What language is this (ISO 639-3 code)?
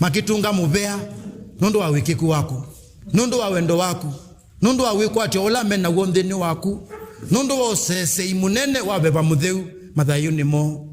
kam